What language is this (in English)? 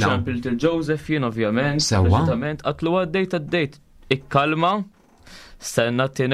Maltese